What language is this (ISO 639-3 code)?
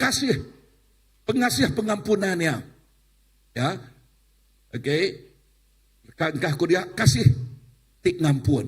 iba